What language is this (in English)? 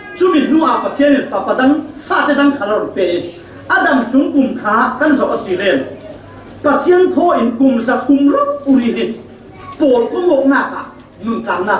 Falam Chin